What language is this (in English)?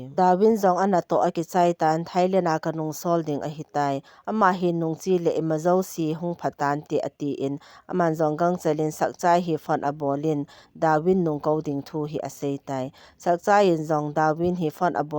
Thado Chin